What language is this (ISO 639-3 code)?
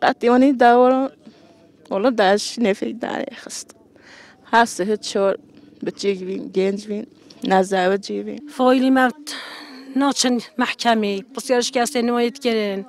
kur